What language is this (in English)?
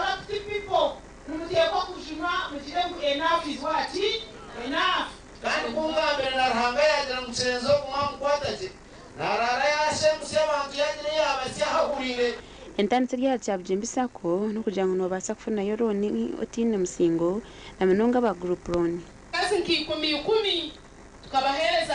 Nyankole